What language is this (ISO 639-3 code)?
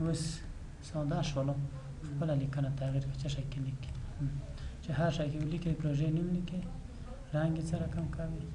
pus